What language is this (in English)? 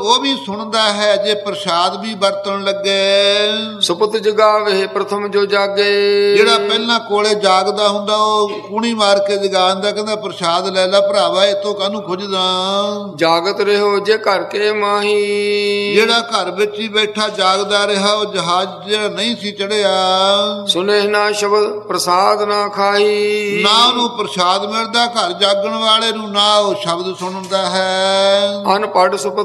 Punjabi